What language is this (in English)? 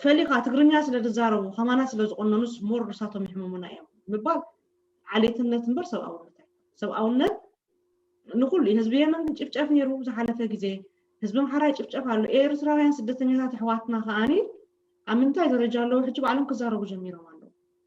Tigrinya